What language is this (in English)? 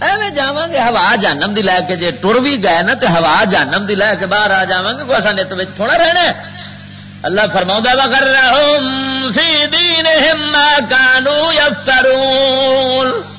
Western Panjabi